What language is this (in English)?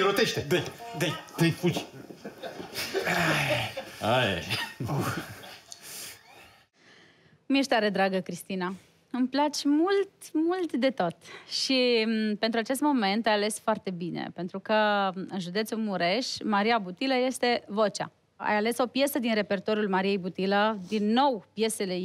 Romanian